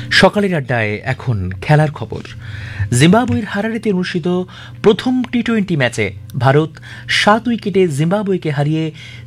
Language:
Bangla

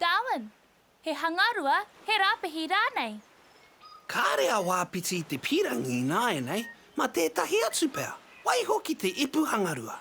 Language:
Māori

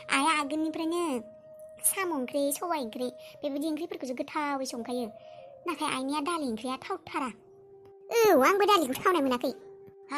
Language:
Bodo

